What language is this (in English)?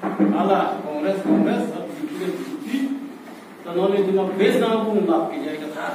Karbi